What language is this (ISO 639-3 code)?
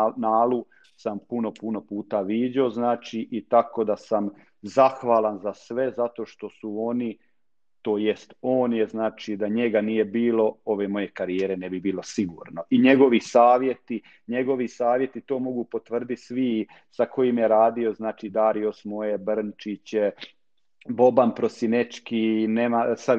hrv